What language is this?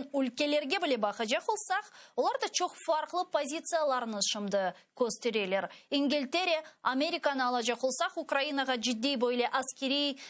Crimean Tatar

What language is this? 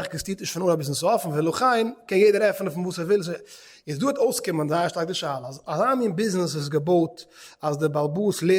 Yiddish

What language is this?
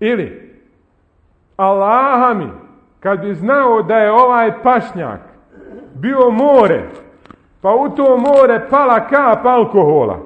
Bosnian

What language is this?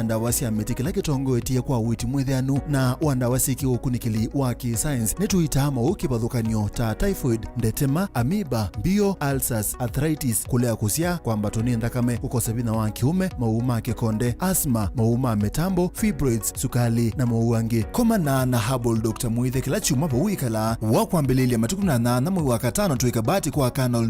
Kamba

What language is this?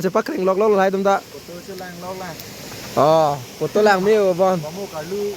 Karbi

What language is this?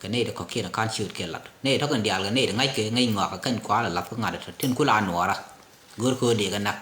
Nuer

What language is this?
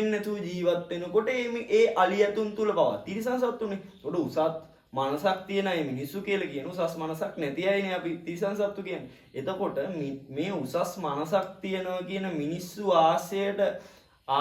Sinhala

